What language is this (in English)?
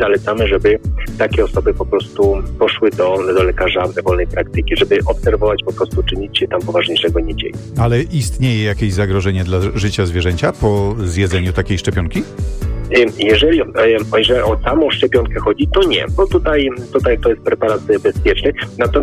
Polish